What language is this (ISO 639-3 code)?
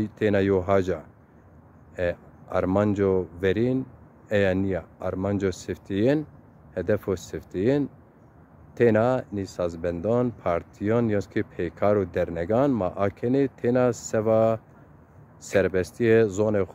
zza